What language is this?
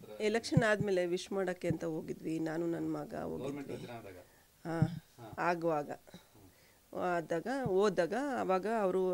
Kannada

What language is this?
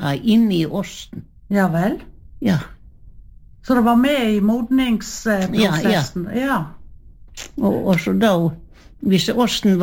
Norwegian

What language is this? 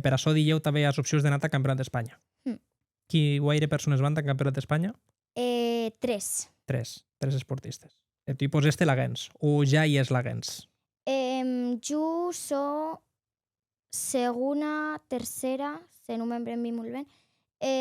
Occitan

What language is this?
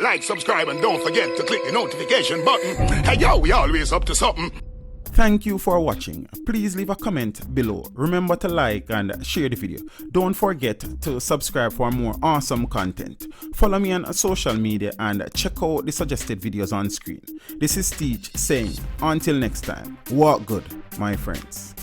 Jamaican Creole English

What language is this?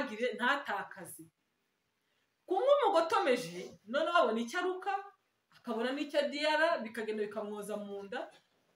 Kinyarwanda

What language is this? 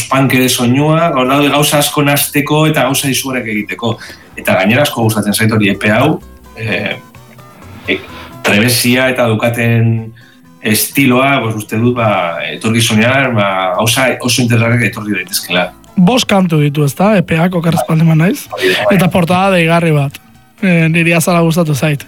Basque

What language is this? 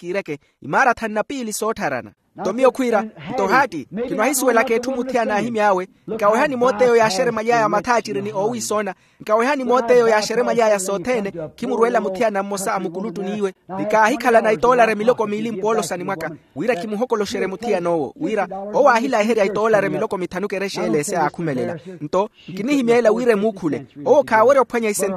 Makhuwa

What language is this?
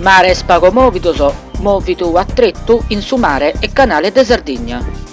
Sardinian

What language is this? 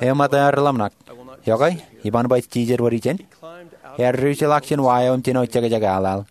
Marshallese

